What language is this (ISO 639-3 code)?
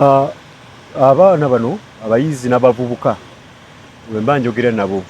lug